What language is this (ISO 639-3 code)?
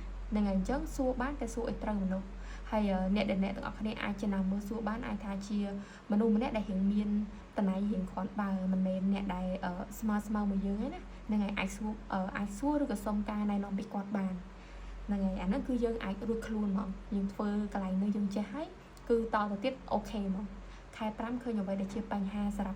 khm